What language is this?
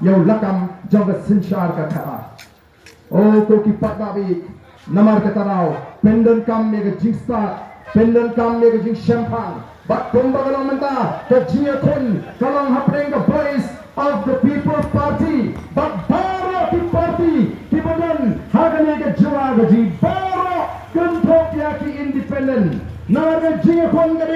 Khasi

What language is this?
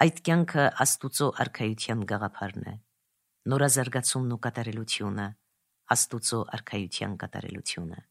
Armenian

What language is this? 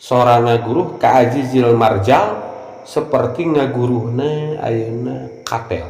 Sundanese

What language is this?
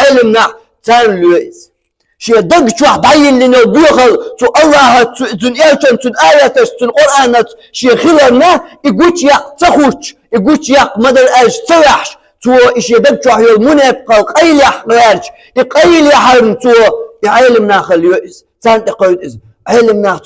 Chechen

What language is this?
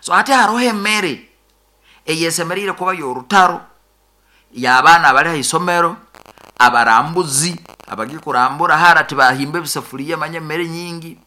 Nyoro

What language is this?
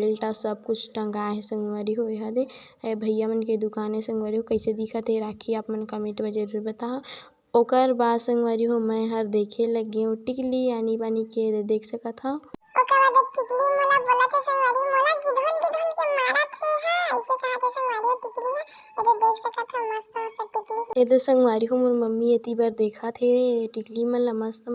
Chhattisgarhi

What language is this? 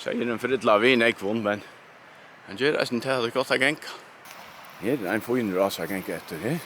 Faroese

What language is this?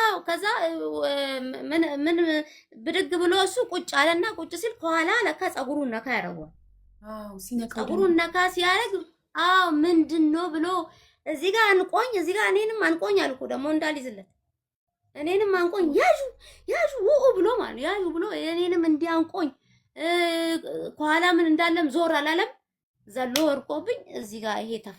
Amharic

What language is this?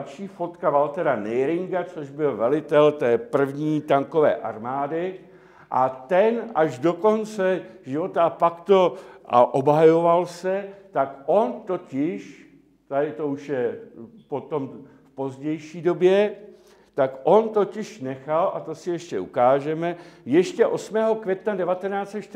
Czech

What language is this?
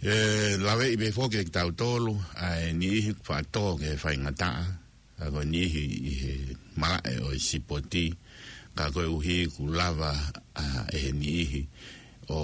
Tongan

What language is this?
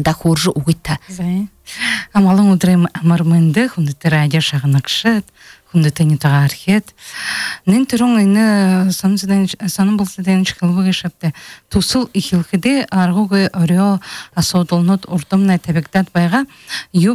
Buriat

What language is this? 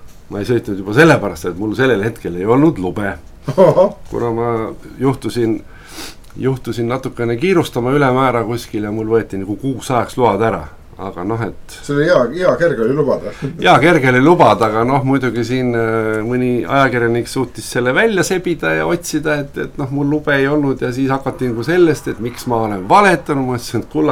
Estonian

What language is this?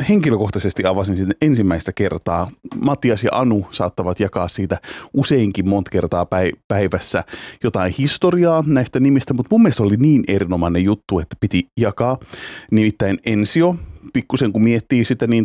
Finnish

